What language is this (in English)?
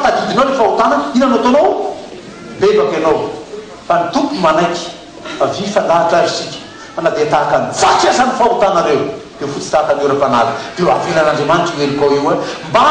Malagasy